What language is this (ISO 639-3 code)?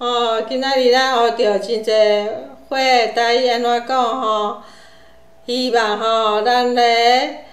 nan